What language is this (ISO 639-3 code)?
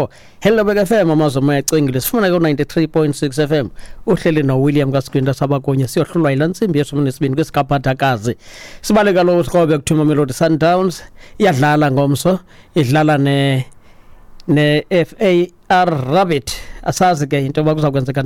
xho